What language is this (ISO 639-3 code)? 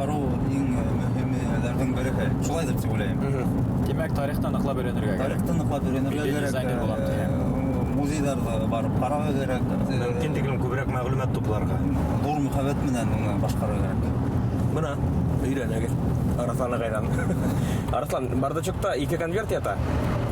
bak